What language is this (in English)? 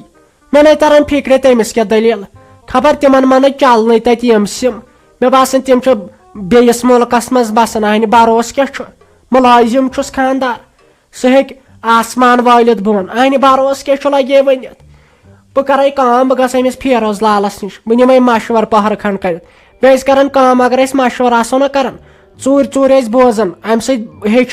Kashmiri